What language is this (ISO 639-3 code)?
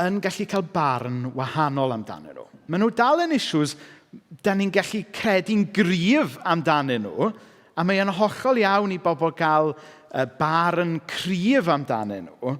cym